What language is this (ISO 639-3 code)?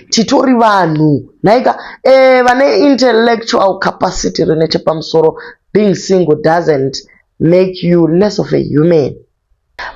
sna